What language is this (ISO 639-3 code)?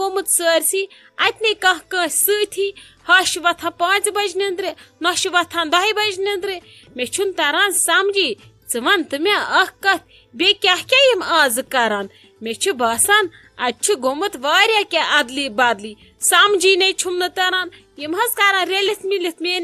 kas